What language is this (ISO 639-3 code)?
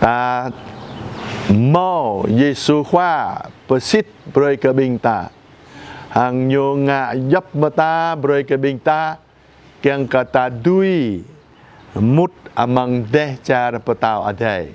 jra